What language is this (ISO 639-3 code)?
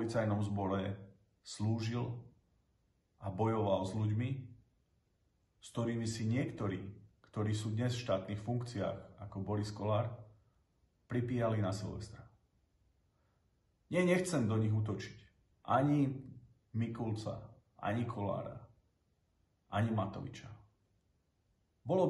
slk